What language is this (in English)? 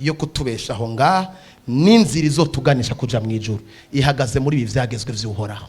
Rundi